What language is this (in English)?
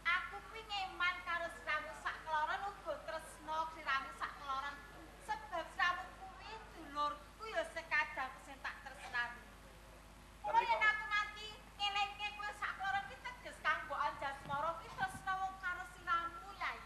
Javanese